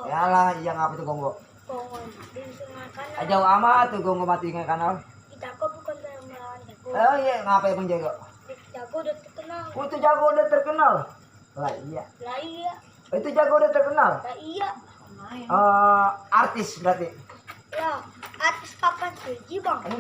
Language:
Betawi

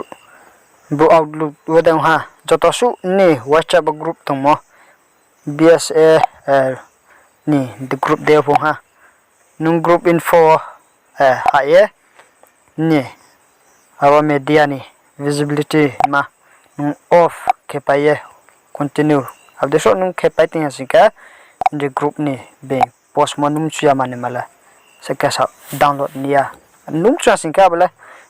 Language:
Riang (India)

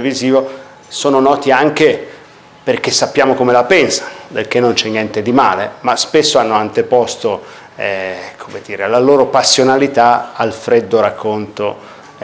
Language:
Italian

